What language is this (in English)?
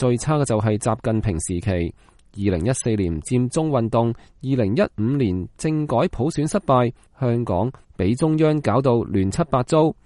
Cantonese